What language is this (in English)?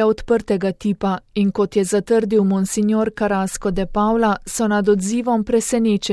Slovenian